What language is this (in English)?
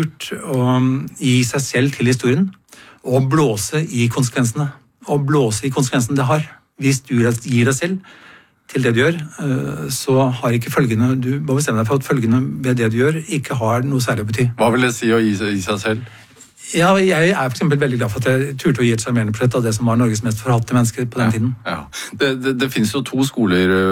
Norwegian